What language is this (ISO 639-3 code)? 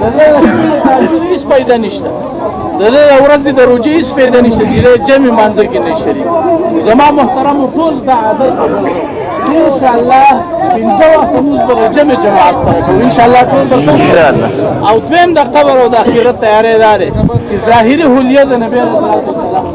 pus